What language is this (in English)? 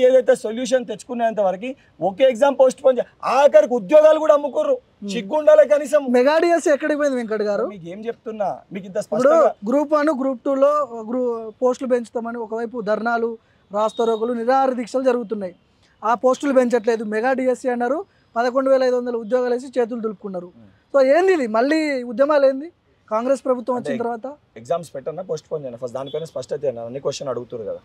Telugu